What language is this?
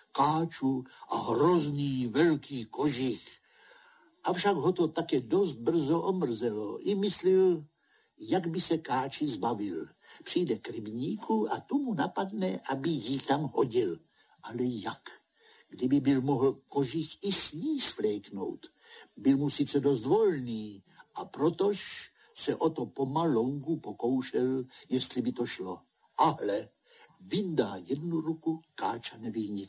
Czech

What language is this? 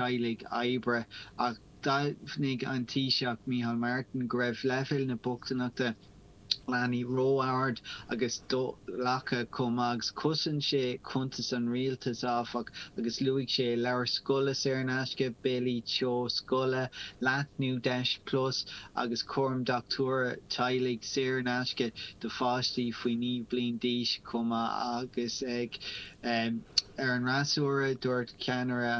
Irish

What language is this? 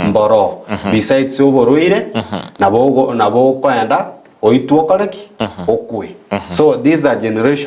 Gusii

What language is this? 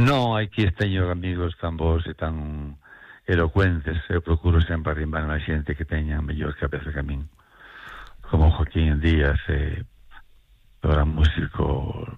Galician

